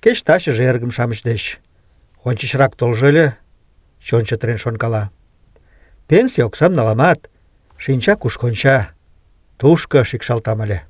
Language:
Mari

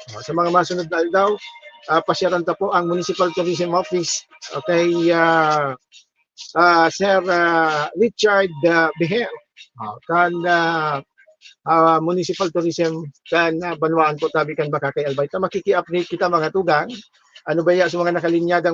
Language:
Bikol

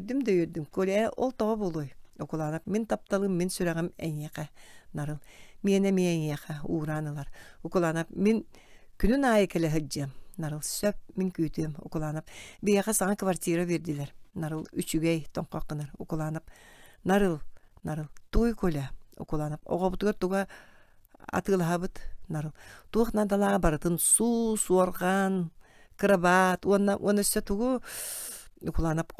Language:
Yakut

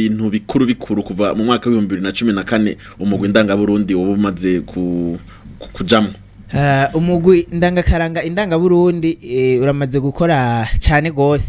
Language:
Rundi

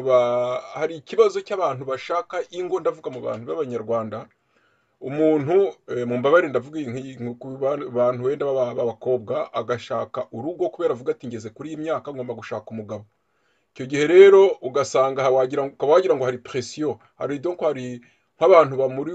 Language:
Kinyarwanda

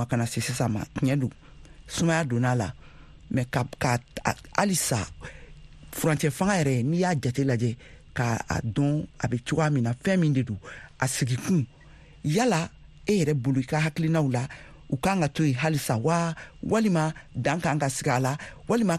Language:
Bambara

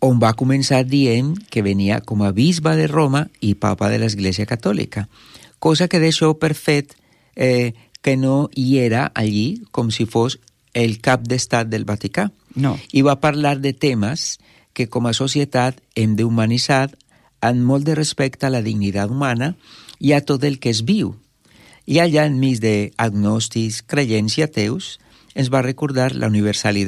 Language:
Catalan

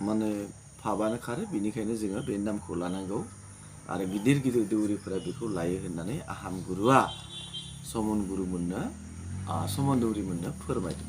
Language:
Bodo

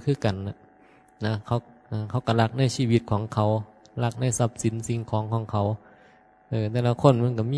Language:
Northeastern Thai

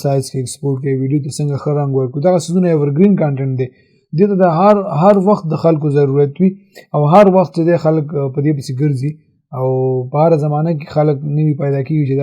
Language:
Pashto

